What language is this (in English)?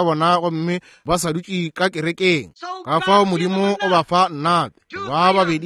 Northern Sotho